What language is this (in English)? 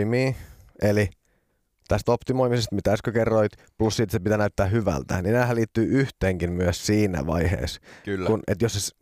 Finnish